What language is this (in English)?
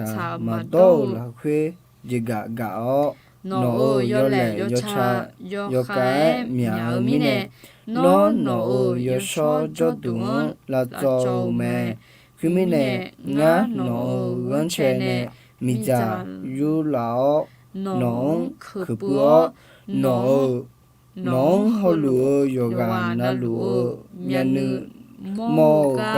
Akha